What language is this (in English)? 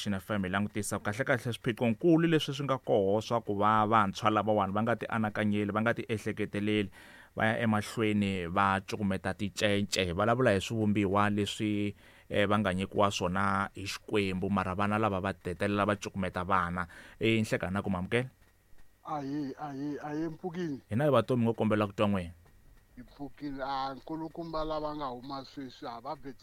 Tsonga